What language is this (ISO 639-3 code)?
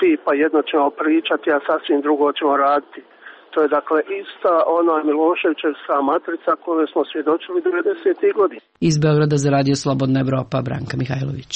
srp